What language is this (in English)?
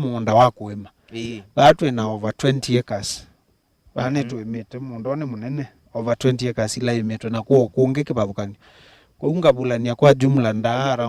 Kamba